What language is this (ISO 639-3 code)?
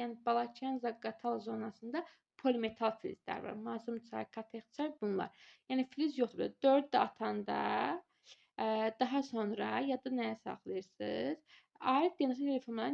aze